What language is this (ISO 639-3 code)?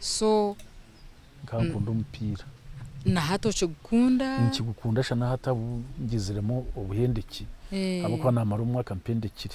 nyn